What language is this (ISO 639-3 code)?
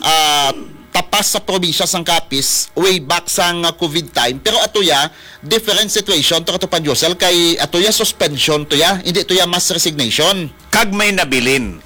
hil